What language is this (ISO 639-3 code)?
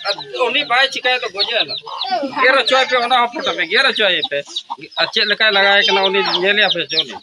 sat